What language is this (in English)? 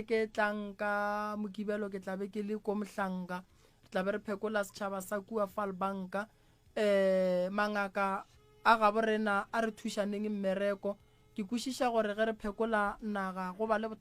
Northern Sotho